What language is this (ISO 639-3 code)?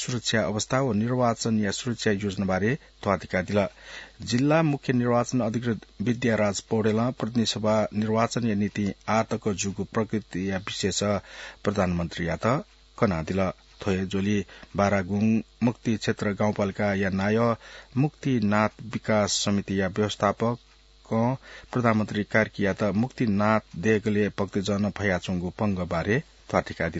new